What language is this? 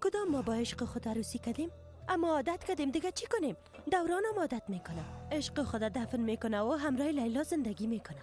Persian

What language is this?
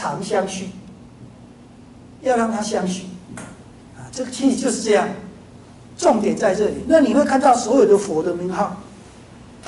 Chinese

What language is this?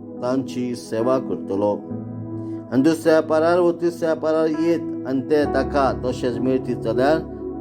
Konkani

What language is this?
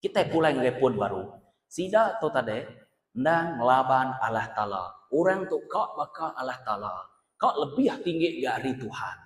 Iban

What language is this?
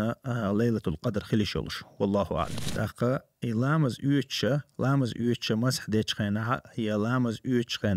Chechen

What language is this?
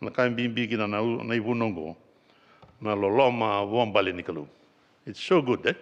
Fijian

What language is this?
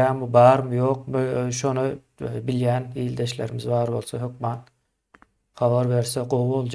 Turkmen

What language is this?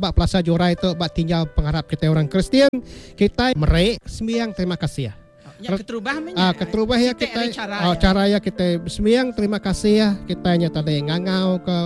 Iban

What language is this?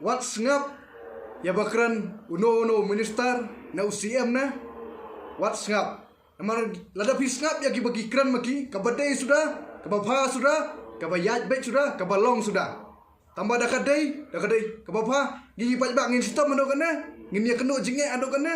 Khasi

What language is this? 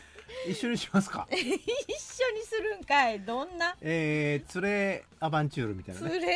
Japanese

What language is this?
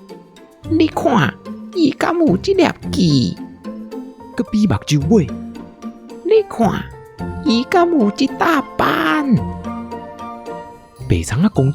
Min Nan Chinese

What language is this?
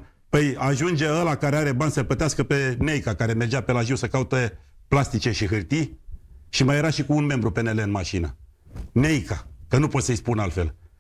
Romanian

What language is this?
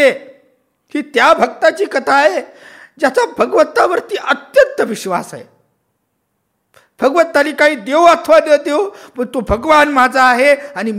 Marathi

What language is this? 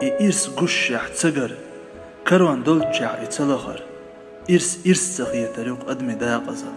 Chechen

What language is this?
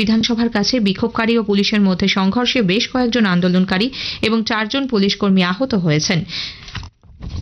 Bangla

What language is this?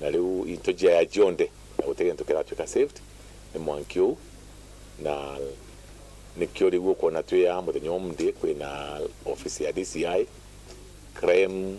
Meru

